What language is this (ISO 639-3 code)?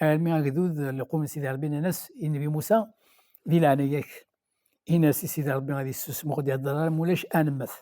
kab